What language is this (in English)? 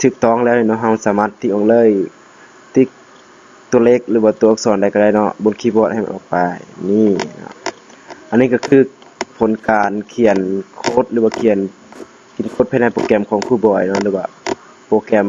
Lao